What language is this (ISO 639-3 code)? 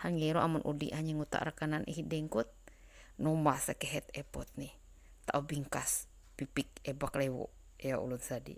mhy